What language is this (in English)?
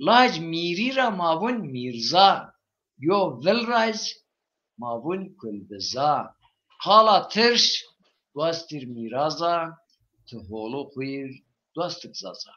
Zaza